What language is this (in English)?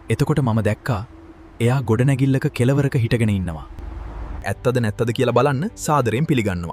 Sinhala